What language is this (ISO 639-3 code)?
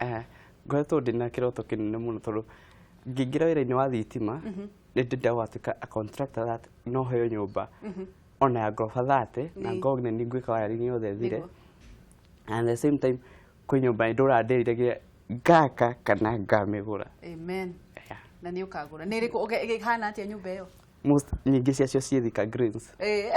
kik